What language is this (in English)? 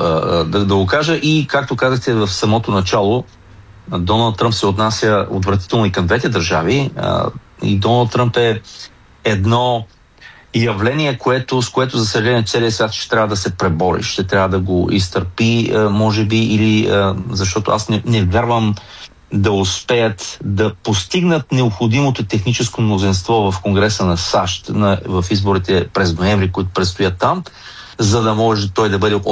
Bulgarian